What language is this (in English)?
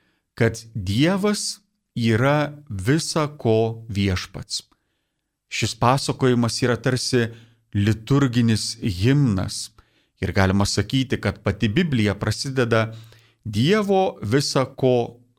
Lithuanian